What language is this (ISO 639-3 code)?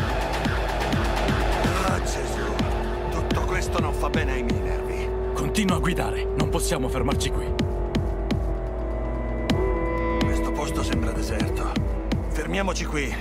ita